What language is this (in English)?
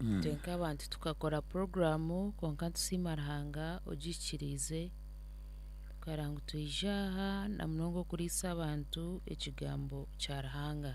Nyankole